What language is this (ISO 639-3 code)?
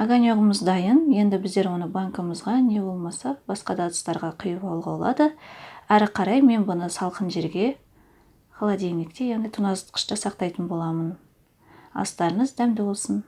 kaz